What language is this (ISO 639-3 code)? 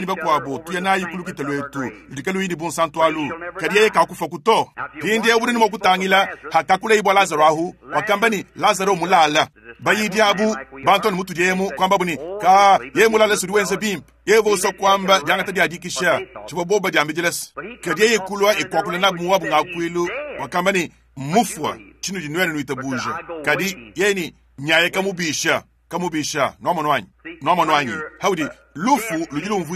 lua